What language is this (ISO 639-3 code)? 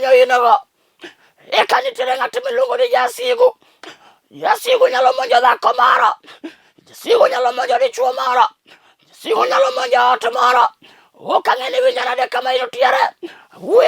luo